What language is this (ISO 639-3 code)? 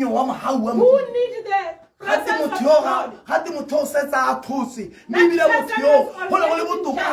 tsn